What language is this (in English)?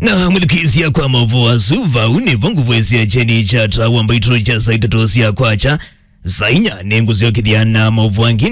Kamba